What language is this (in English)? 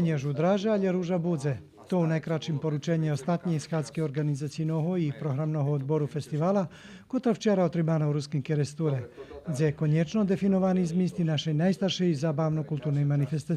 Rusyn